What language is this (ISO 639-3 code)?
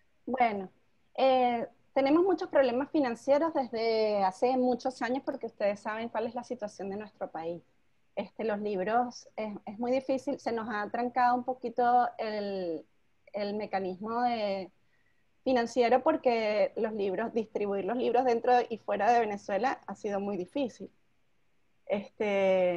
spa